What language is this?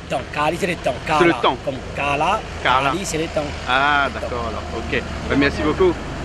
Réunion Creole French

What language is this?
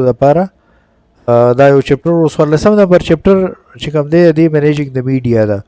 Pashto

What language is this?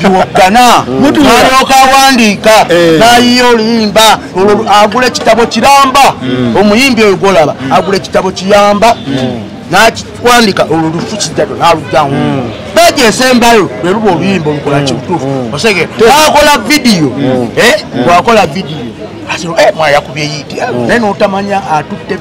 Ganda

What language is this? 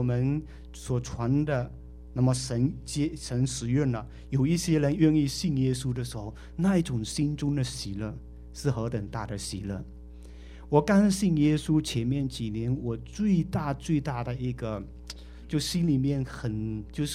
Chinese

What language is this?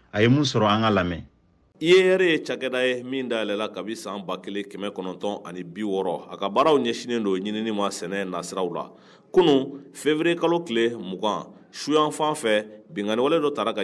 Bambara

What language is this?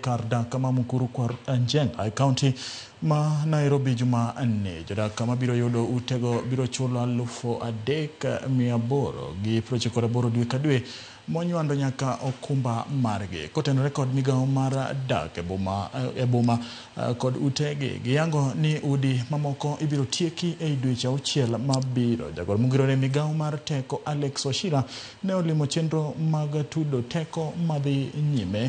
Luo (Kenya and Tanzania)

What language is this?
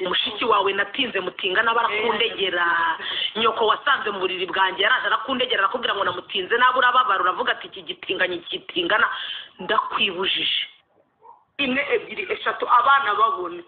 Kinyarwanda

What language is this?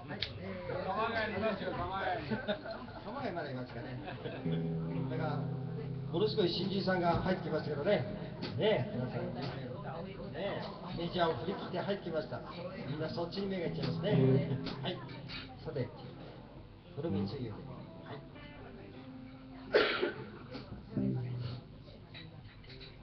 Japanese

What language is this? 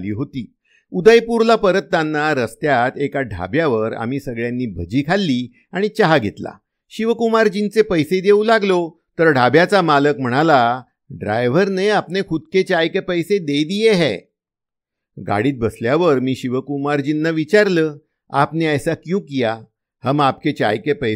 Marathi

